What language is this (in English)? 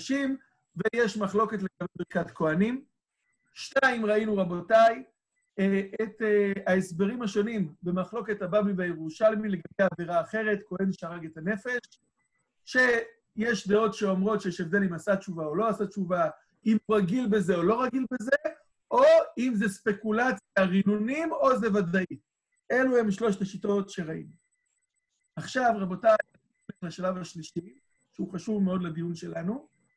Hebrew